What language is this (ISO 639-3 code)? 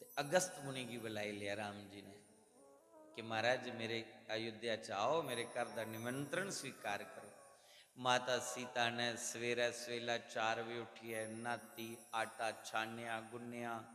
doi